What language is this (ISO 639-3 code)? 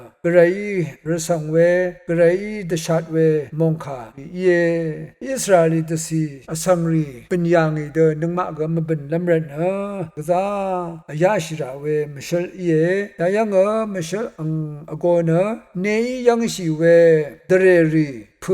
raw